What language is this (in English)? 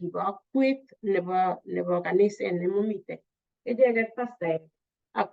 Kalenjin